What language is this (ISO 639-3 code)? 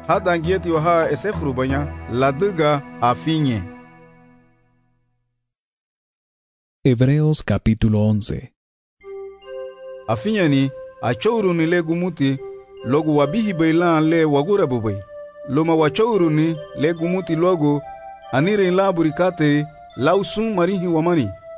cab